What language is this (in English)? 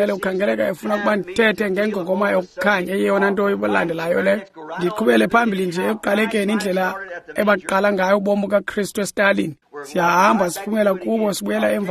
Xhosa